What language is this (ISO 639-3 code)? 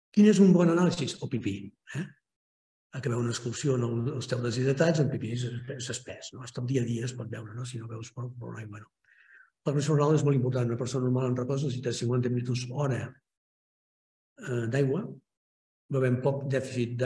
cat